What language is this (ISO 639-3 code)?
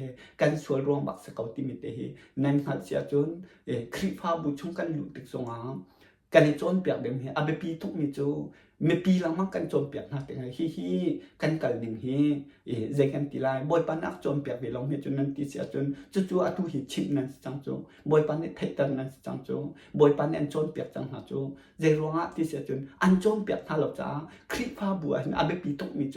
cnh